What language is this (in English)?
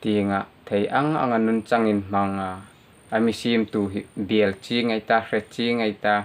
Hmar